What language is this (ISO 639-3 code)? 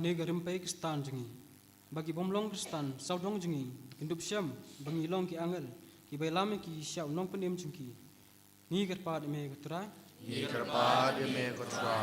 kha